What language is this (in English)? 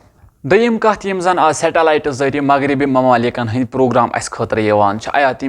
Kashmiri